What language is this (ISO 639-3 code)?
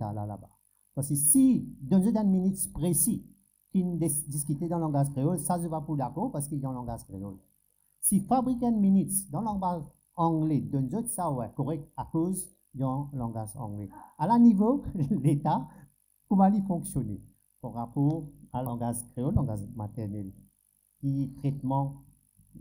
mfe